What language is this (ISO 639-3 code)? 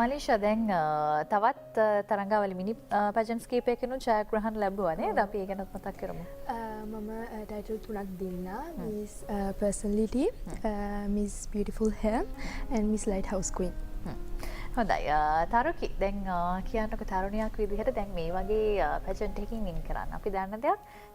sin